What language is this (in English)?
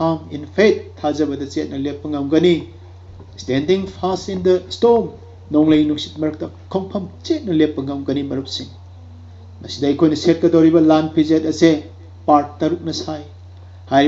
Manipuri